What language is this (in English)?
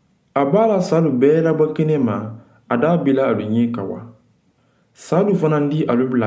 Mandingo